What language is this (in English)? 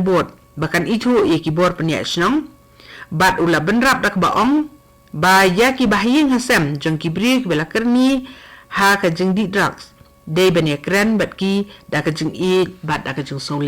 Khasi